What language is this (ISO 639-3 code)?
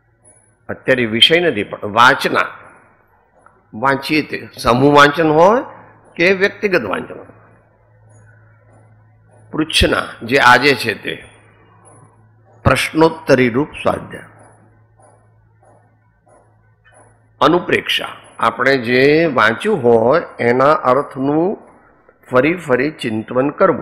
guj